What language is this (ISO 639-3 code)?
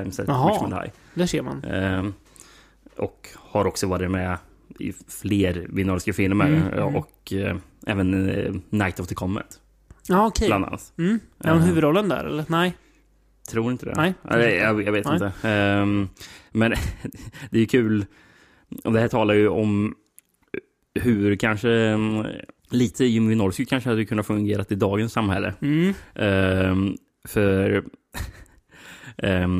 swe